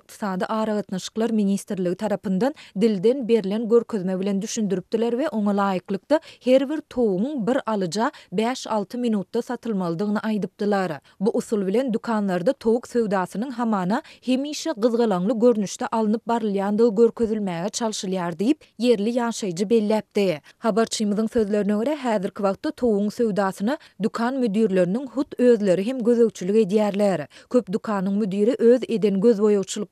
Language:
Turkmen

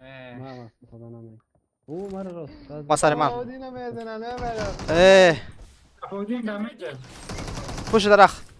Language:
Persian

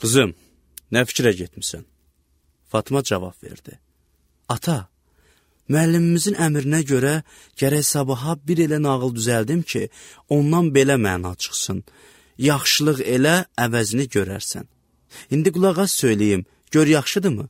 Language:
Azerbaijani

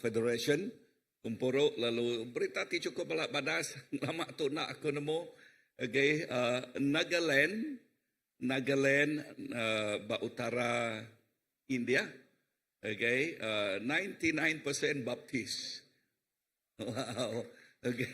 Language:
Iban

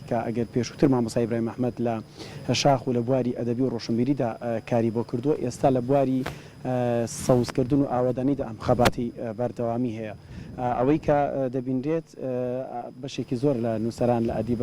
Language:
Central Kurdish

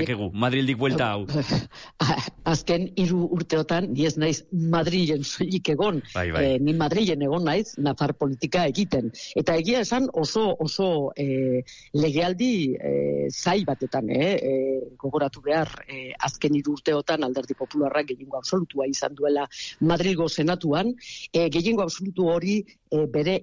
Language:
Basque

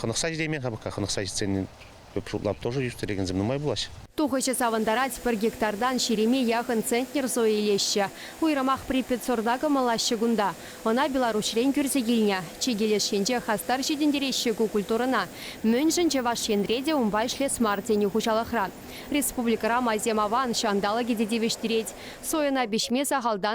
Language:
Chuvash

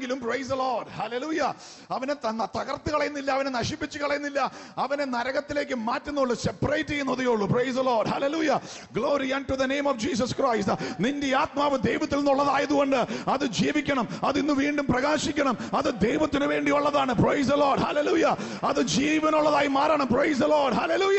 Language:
Malayalam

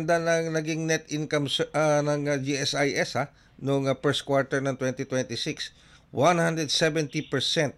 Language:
Filipino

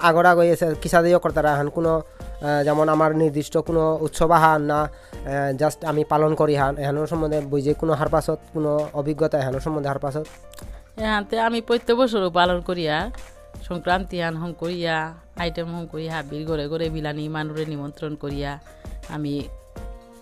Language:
Bishnupriya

